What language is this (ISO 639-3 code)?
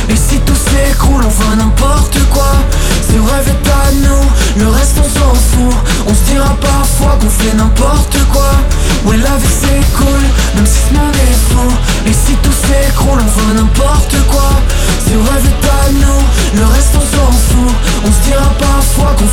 fra